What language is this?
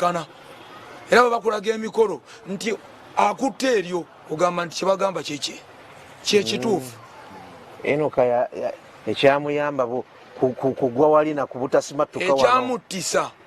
Ganda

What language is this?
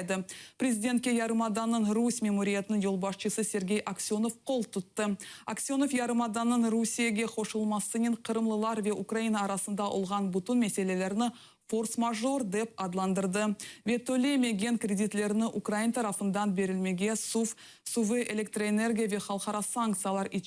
Crimean Tatar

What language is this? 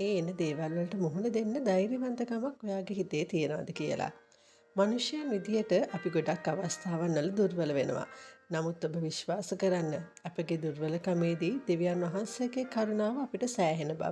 Sinhala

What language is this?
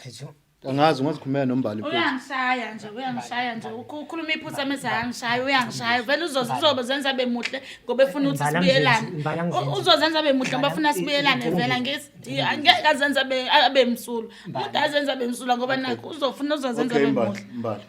Zulu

